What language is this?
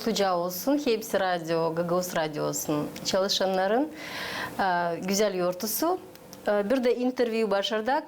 Gagauz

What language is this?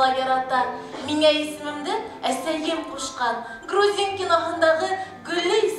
Bashkir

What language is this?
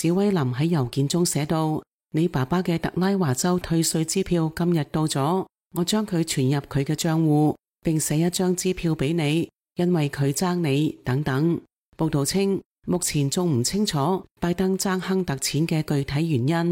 Cantonese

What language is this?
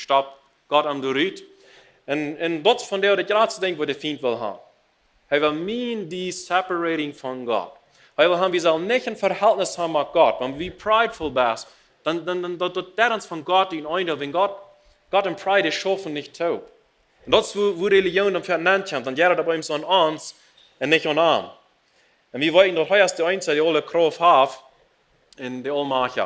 Plautdietsch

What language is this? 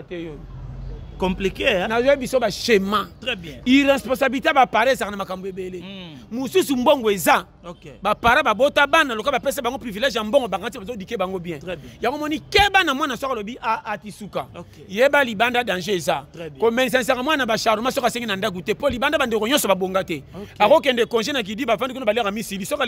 Lingala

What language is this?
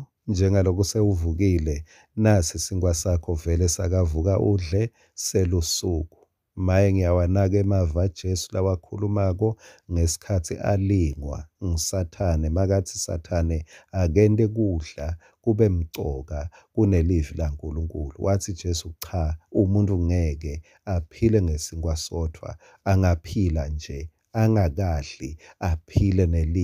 Swati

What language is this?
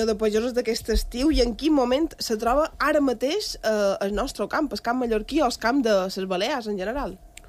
Catalan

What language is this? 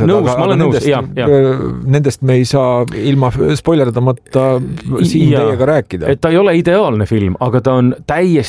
Estonian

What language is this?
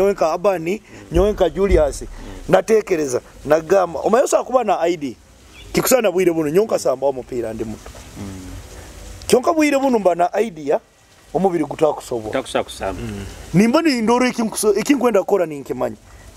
Nyoro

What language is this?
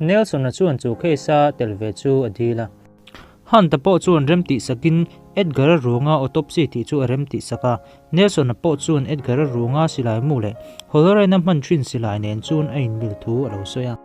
Mizo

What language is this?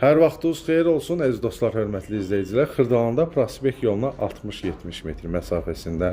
Azerbaijani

